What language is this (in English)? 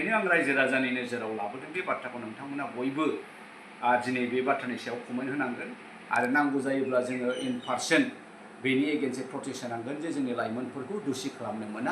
Bodo